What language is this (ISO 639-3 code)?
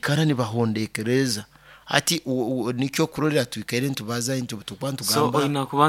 nyo